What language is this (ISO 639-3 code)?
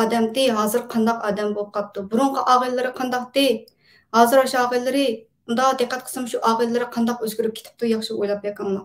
uig